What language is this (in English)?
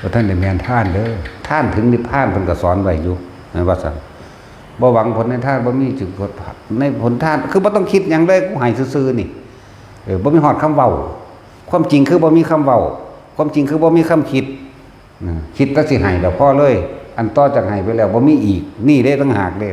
Northeastern Thai